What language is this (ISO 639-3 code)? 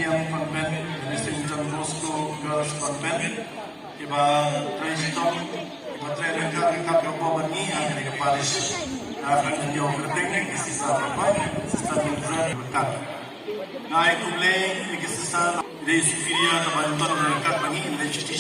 kha